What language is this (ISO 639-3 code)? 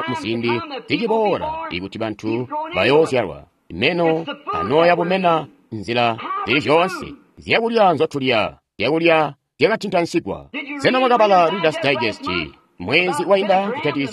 toi